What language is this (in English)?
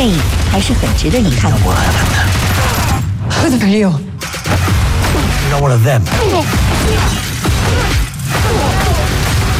Chinese